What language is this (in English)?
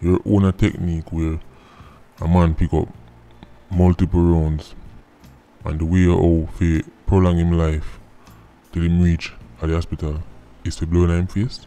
Jamaican Creole English